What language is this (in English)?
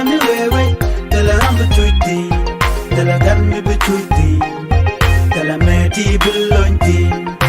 Nuer